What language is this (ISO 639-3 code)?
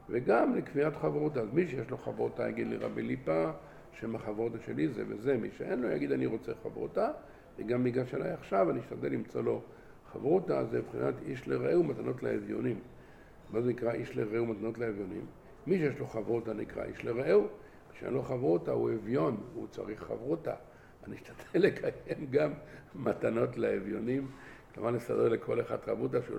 heb